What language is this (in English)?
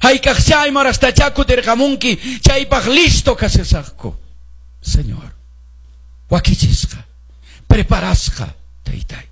Quechua